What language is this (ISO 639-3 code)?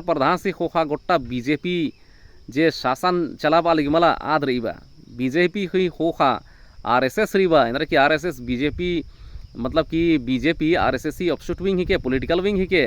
kru